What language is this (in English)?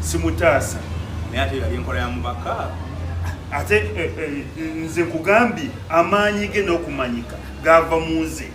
Ganda